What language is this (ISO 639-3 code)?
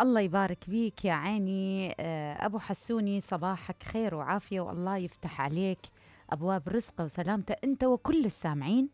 acm